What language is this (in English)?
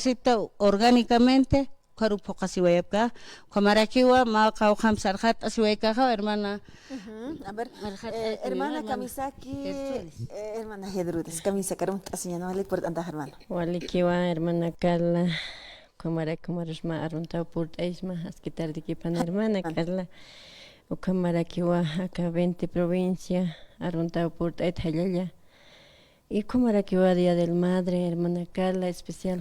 Aymara